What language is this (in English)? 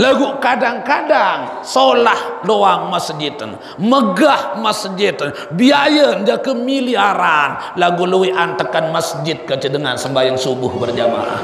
Sasak